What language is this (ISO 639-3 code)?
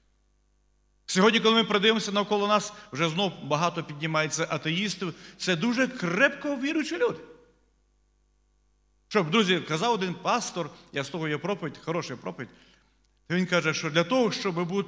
ukr